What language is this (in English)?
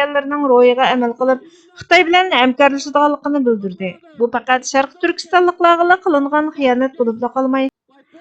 Uyghur